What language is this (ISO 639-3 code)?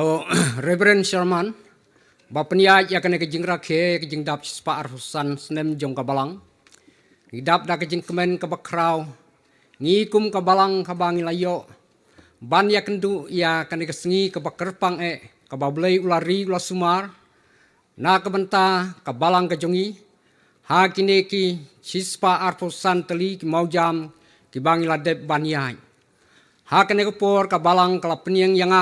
kha